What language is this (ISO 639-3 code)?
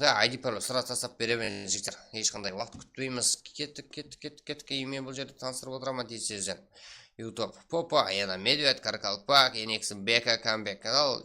kaa